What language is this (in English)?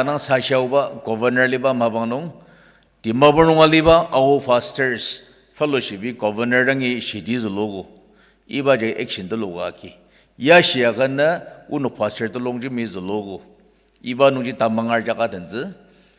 Ao Naga